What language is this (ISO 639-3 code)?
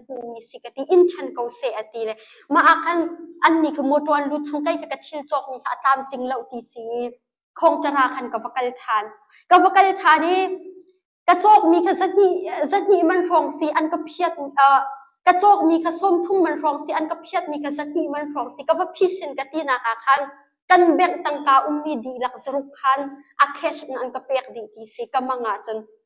cnh